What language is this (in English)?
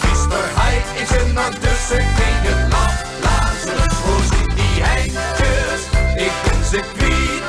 Limburgish